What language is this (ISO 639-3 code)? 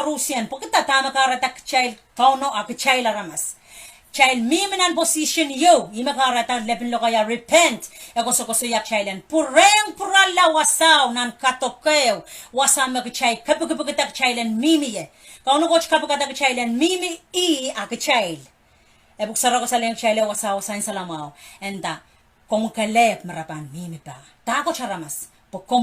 pon